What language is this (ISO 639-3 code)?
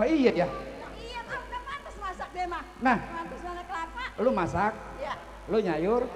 bew